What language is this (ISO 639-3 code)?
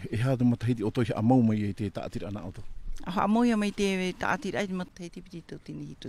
tah